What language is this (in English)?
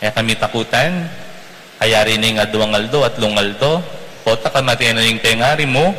Pampanga